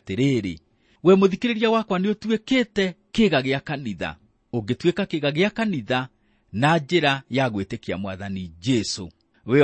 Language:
Kikuyu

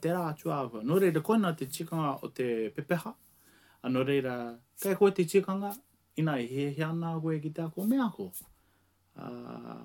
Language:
Māori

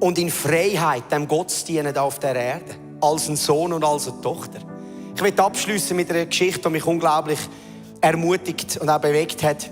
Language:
Swiss German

